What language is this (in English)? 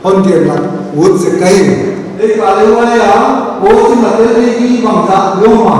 Paite Chin